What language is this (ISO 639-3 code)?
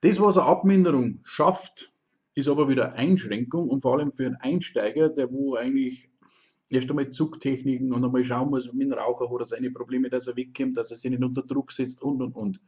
bar